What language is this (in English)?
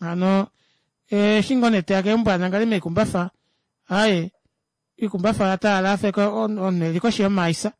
Kuanyama